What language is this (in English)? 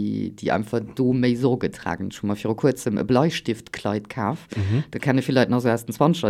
Luxembourgish